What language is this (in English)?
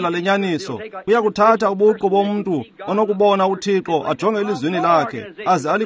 Xhosa